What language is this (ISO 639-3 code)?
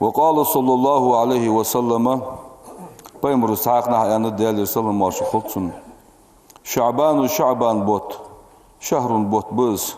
inh